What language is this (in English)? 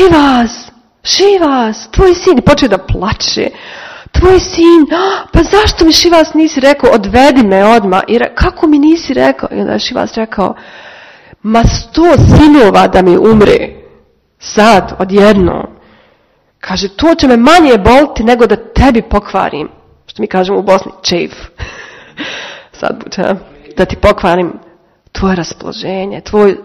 Serbian